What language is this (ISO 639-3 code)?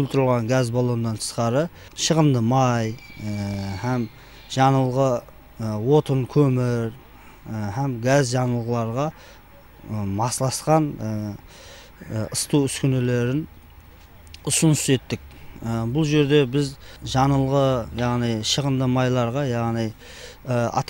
kaa